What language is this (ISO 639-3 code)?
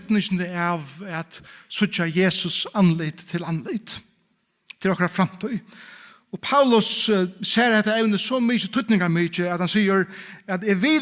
fao